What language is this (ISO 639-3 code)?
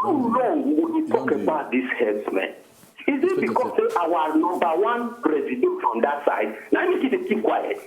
pcm